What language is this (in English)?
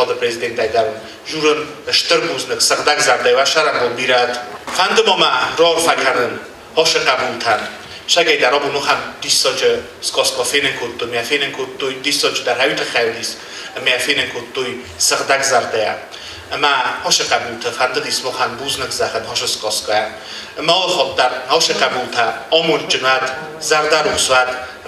Ossetic